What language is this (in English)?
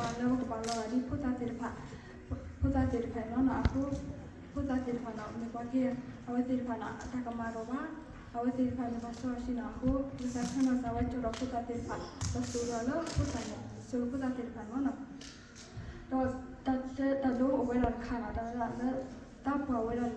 S'gaw Karen